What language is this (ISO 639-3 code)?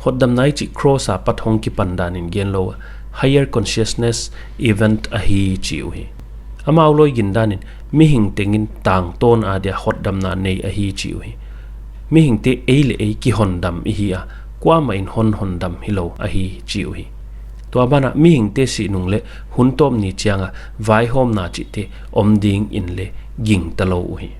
pck